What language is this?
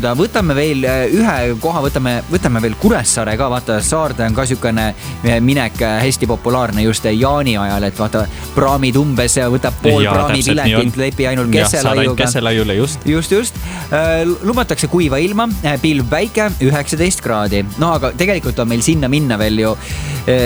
Estonian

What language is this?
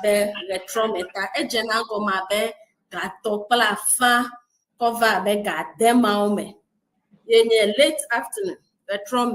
Ewe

